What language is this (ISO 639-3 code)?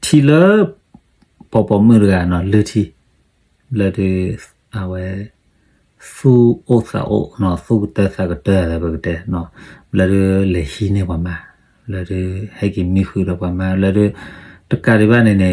ksw